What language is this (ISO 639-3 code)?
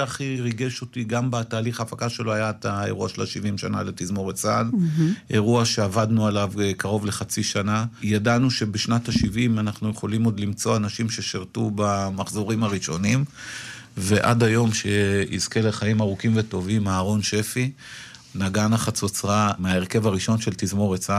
heb